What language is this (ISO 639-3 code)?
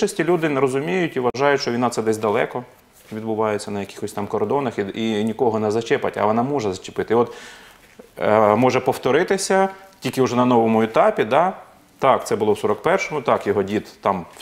ukr